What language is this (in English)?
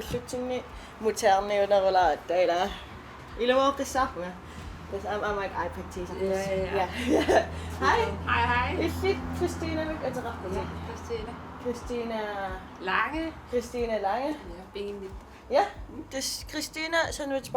Kalaallisut